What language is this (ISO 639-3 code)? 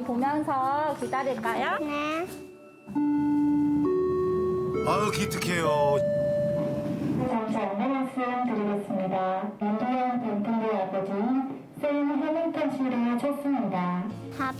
kor